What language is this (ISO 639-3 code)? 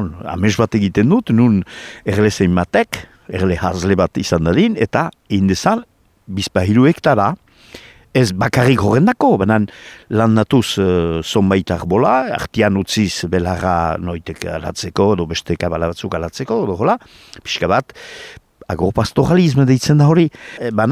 eus